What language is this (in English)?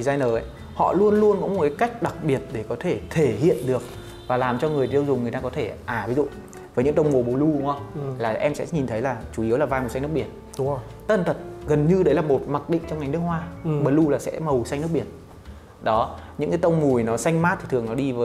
Vietnamese